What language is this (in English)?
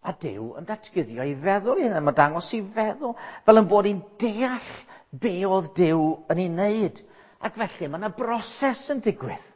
Welsh